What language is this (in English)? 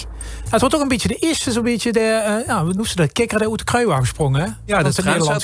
Limburgish